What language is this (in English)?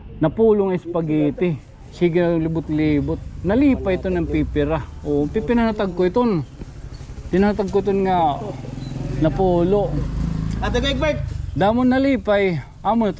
Waray